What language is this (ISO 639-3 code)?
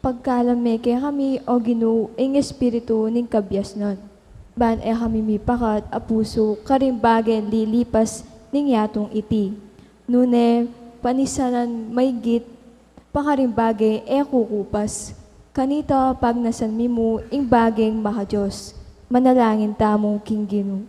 pam